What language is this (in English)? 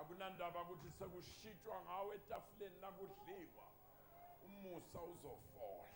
Zulu